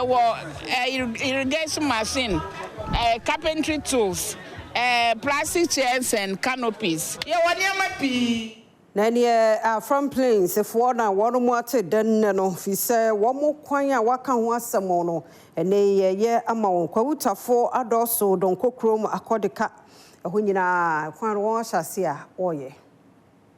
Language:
Akan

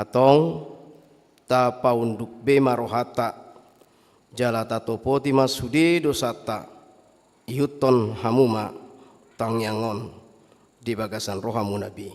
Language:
Batak Toba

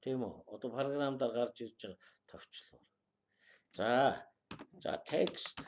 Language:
Mongolian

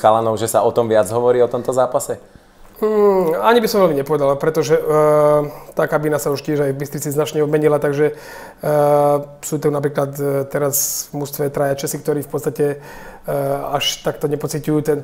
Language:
Slovak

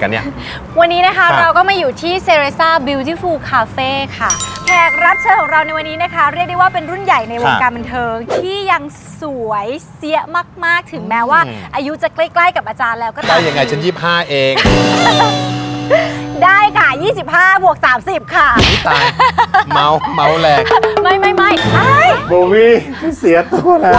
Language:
Thai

